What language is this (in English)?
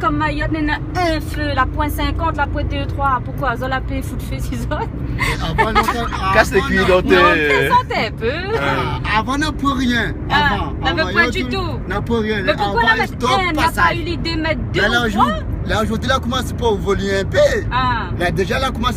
Réunion Creole French